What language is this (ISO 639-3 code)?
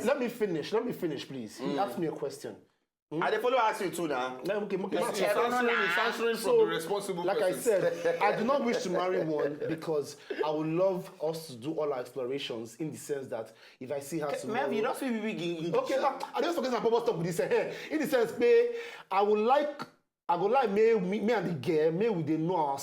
pcm